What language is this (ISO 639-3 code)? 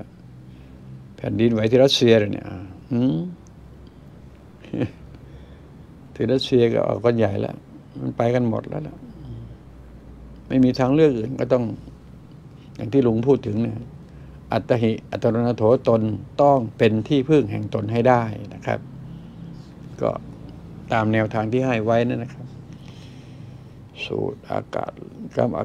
tha